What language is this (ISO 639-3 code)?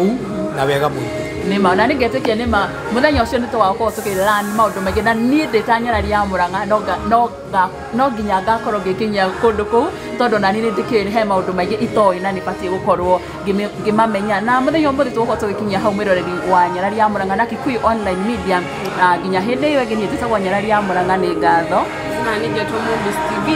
kik